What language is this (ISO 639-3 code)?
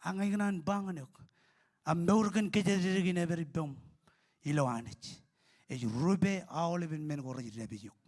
mah